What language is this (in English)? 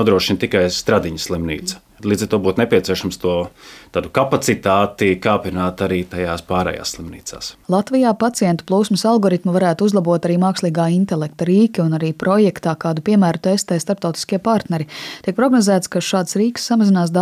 Latvian